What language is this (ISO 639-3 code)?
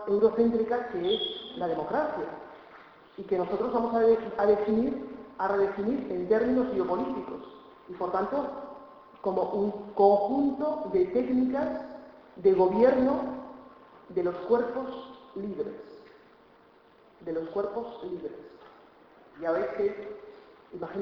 spa